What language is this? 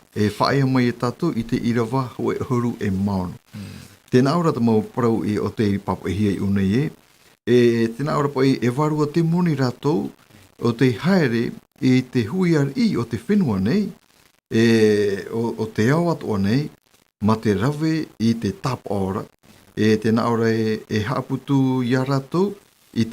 Tahitian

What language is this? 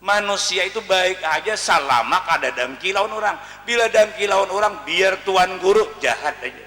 Banjar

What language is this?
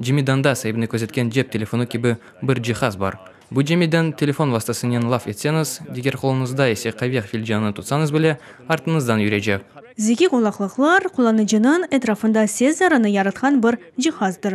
Crimean Tatar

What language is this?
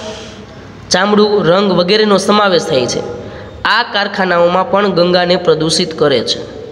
Gujarati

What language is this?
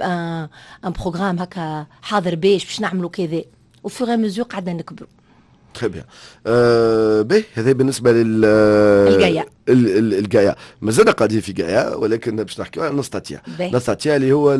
Tunisian Arabic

